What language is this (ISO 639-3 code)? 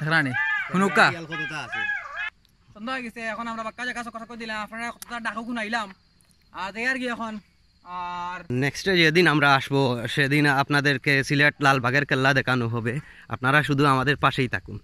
syl